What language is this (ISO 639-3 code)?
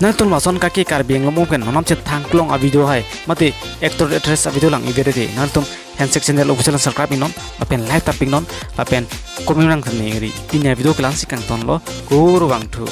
mjw